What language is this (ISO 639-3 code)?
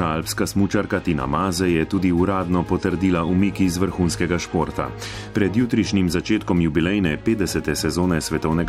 slv